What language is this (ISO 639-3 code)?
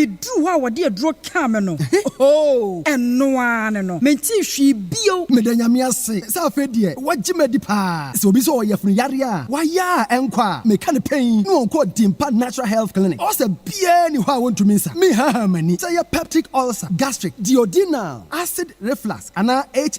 aka